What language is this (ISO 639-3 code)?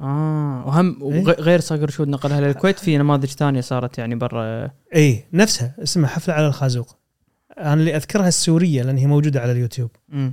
afb